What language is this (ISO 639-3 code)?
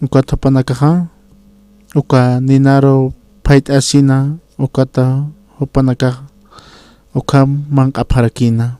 aym